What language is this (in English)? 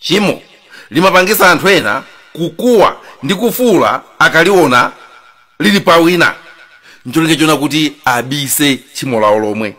Nyanja